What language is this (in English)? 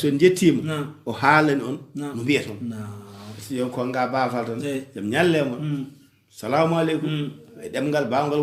Fula